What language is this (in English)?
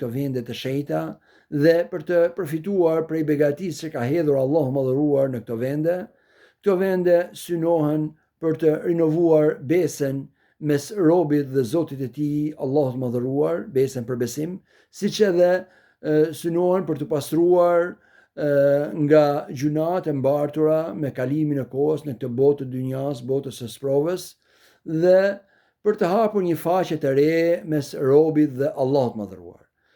Albanian